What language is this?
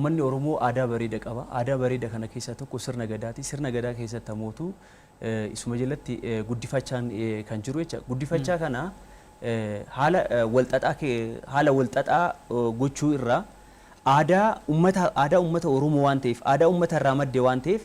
Oromo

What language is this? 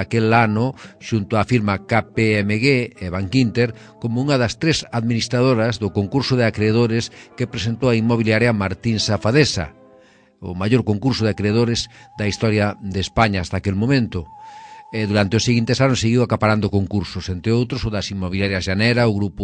Galician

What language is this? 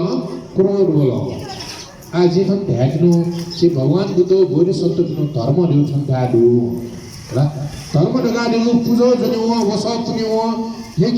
Newari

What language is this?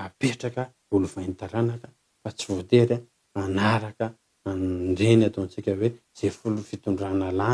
Malagasy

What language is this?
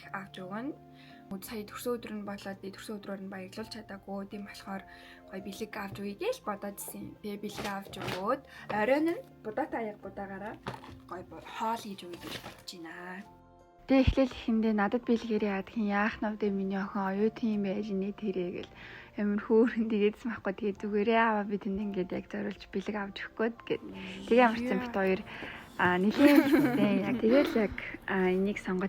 Mongolian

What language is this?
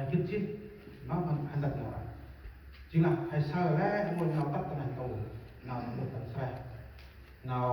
Central Mnong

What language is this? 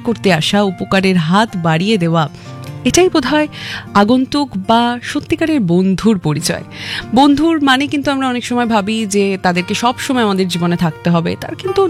Bangla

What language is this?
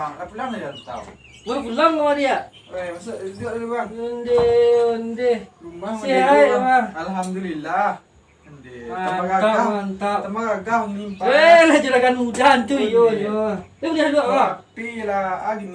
Minangkabau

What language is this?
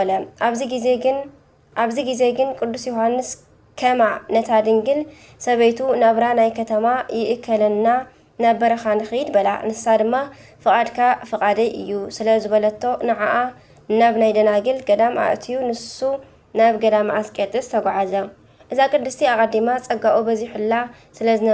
Tigrinya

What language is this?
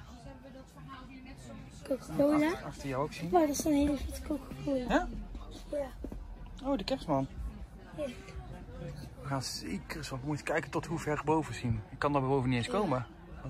Dutch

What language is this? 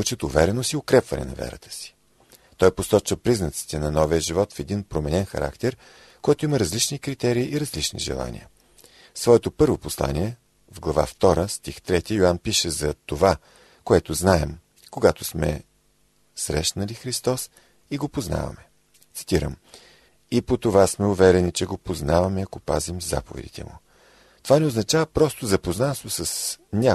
Bulgarian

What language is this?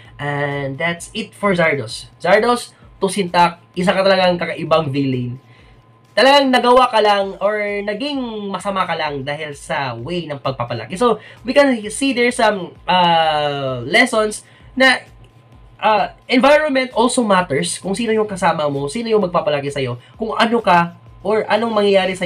Filipino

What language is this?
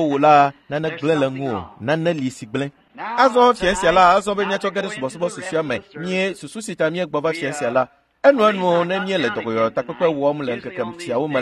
Ewe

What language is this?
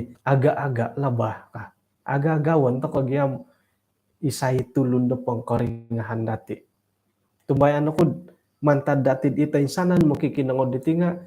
Central Dusun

